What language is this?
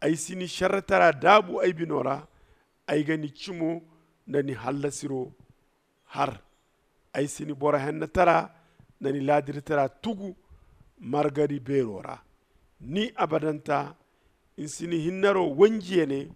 Zarma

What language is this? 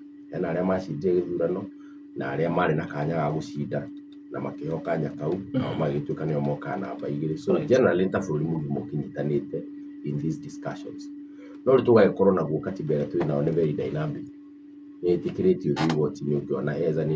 Kikuyu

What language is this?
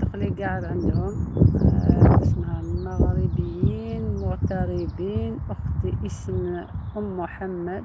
Algerian Arabic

